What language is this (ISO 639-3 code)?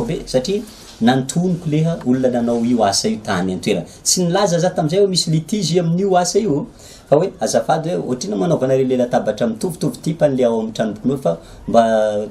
mlg